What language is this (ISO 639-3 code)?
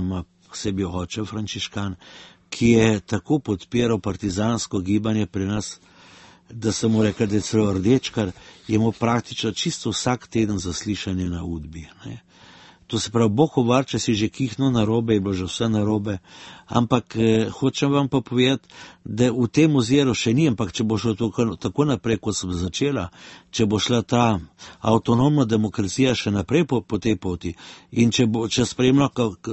slv